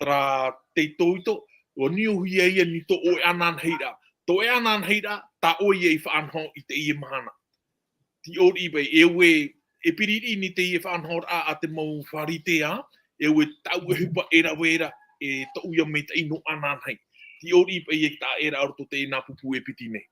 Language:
Tahitian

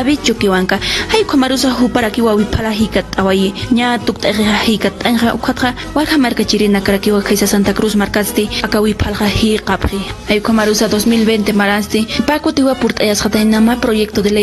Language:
Aymara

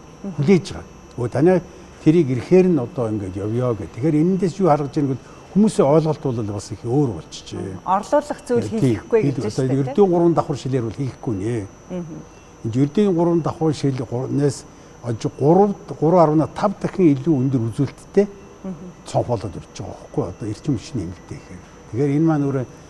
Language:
Mongolian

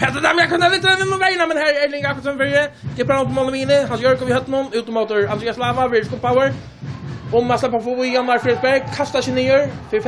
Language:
Faroese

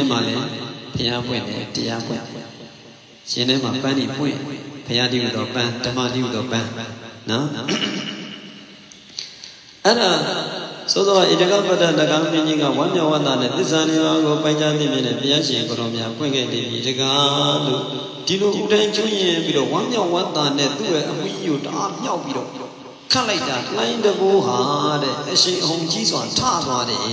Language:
Burmese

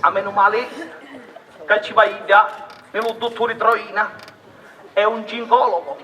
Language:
Sicilian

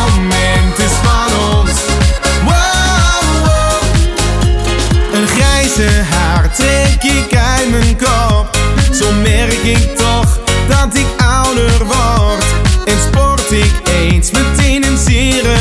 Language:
Dutch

